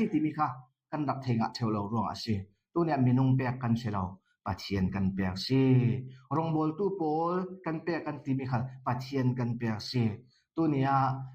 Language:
Falam Chin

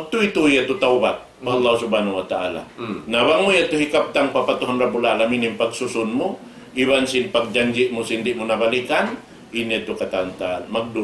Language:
Tausug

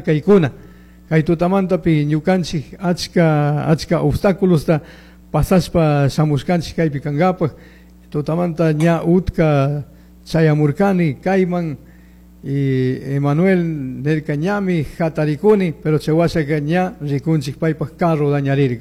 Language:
Chimborazo Highland Quichua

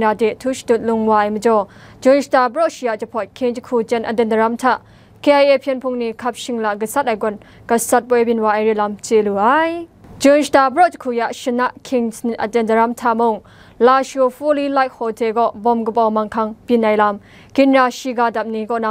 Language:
Kachin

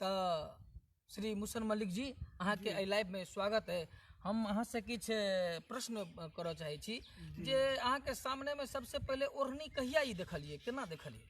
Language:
Maithili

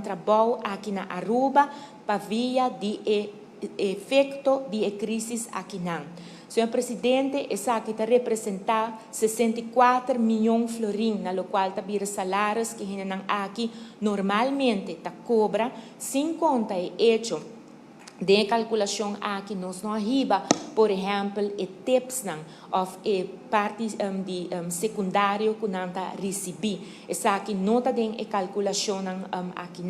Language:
Papiamento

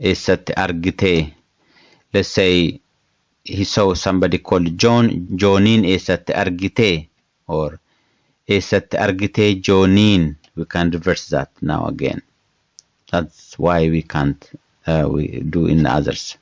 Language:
English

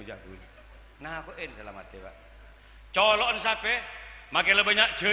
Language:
Madurese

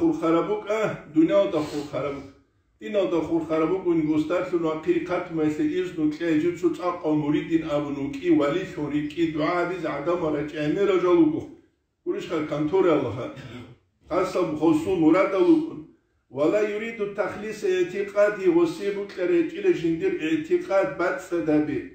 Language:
Avaric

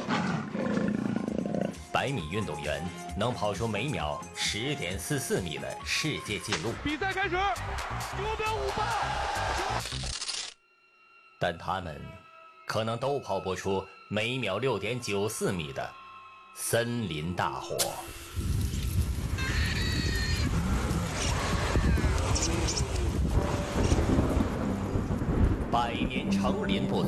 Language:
Chinese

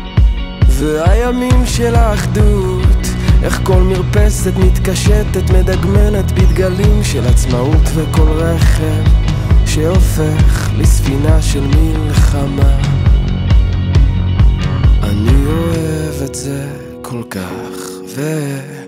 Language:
Hebrew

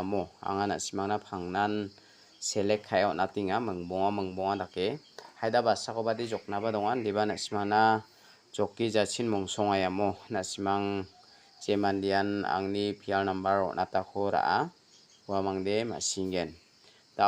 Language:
Garo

